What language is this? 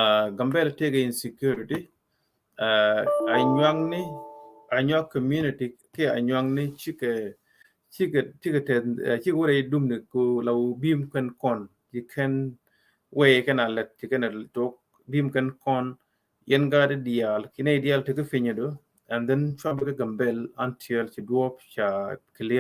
Nuer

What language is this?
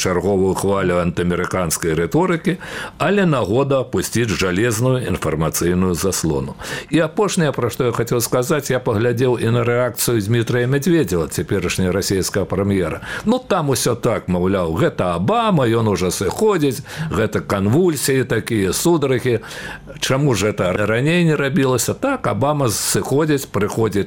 Belarusian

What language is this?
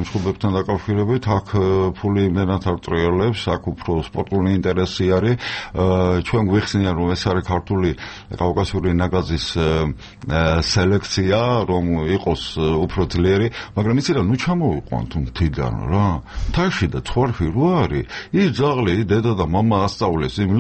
Georgian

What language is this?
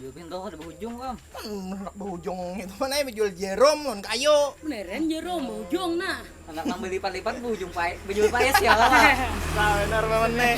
Banjar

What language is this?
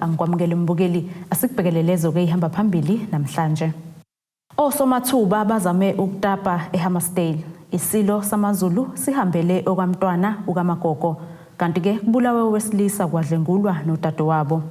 Zulu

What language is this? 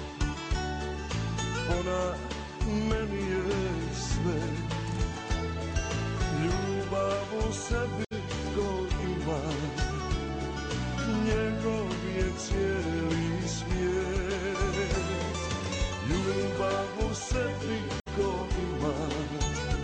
Croatian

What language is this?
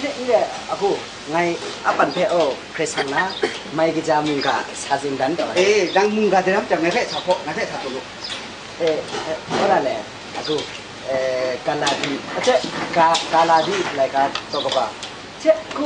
Kachin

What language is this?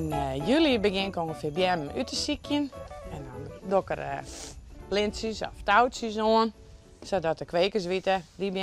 Western Frisian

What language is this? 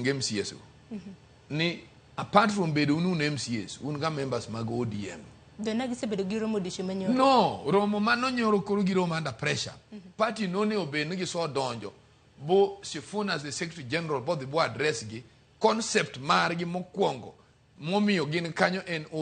Luo (Kenya and Tanzania)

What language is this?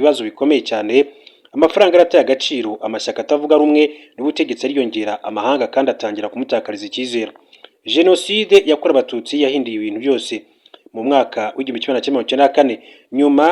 Kinyarwanda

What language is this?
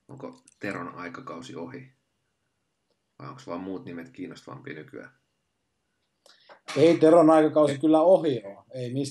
Finnish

